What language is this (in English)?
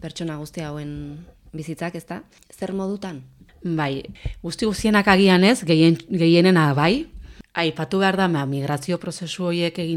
Basque